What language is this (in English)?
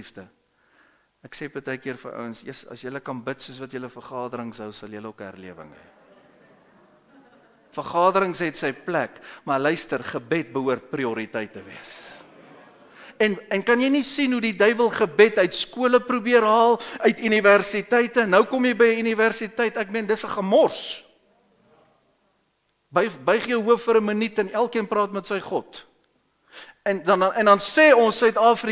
Afrikaans